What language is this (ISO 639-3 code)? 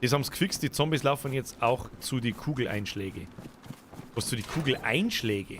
bar